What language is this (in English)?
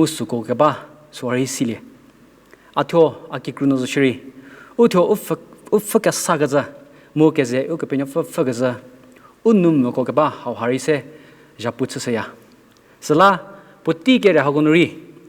Angami Naga